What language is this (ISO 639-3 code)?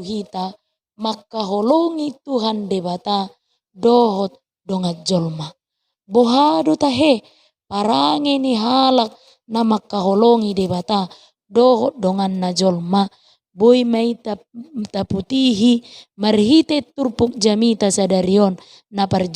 bbc